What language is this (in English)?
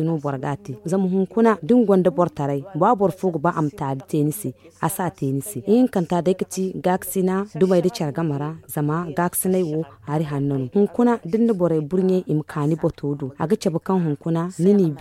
Zarma